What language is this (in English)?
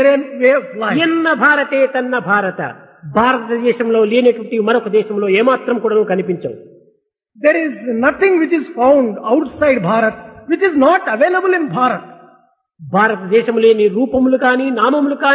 Telugu